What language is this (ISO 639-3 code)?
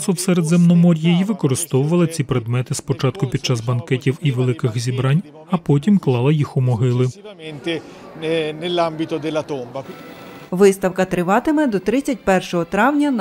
ukr